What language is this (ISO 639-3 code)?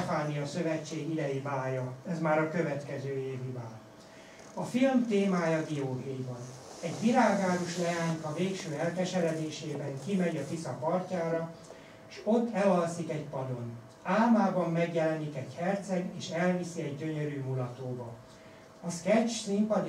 hun